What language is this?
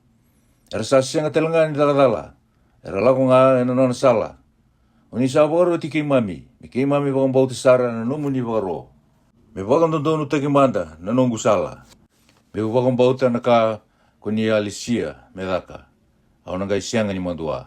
Fijian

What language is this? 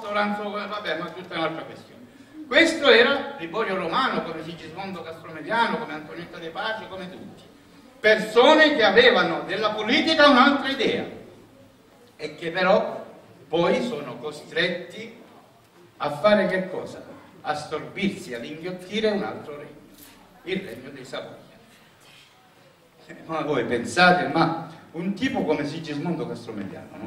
Italian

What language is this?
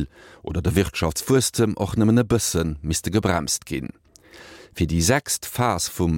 Luxembourgish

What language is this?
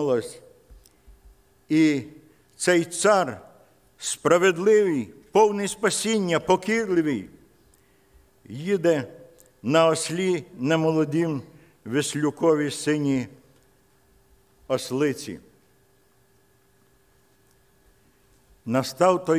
Ukrainian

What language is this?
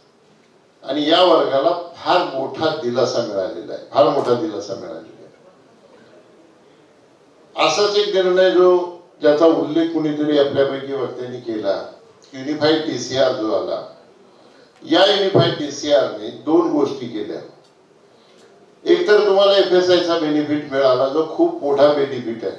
Marathi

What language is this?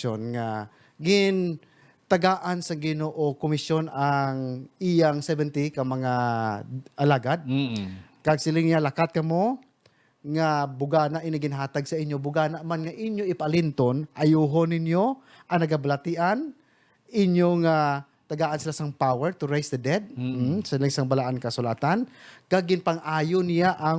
Hiligaynon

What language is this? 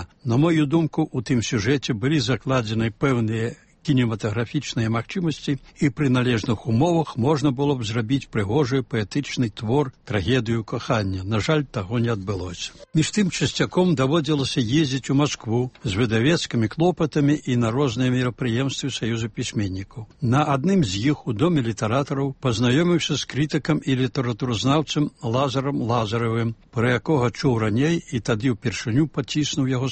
Belarusian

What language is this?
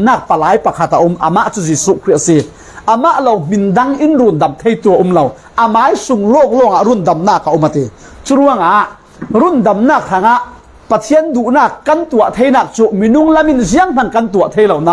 Falam Chin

